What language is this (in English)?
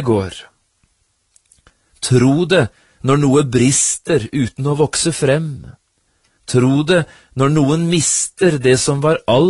Norwegian